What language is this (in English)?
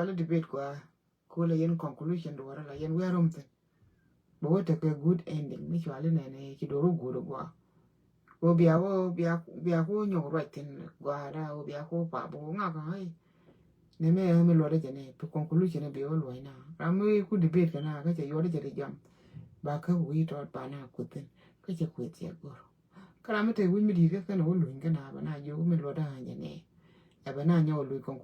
Nuer